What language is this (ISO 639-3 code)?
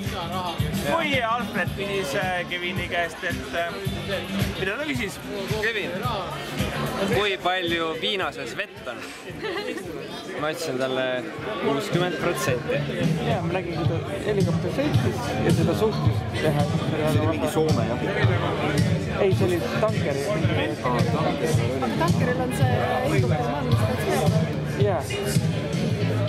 est